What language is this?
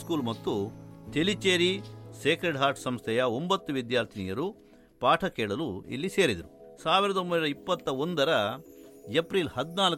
Kannada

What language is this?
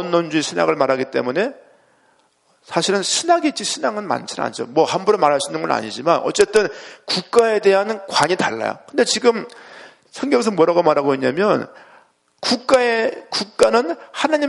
Korean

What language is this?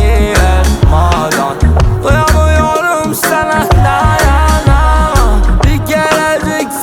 Turkish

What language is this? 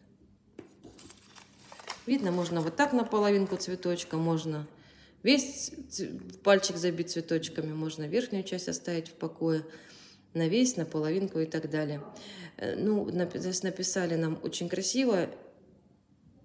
Russian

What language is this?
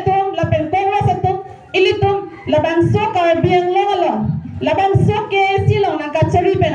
Karbi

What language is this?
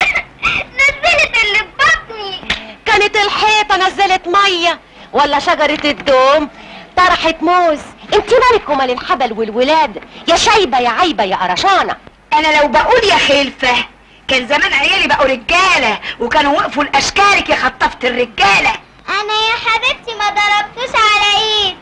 Egyptian Arabic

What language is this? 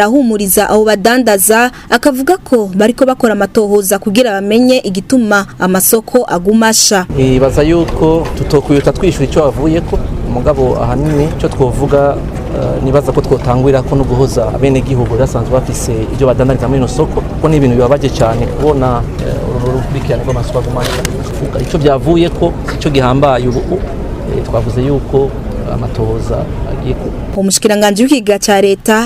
Rundi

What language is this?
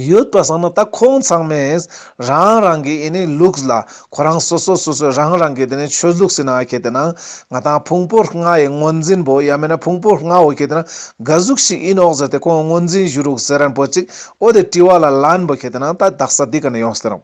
Ladakhi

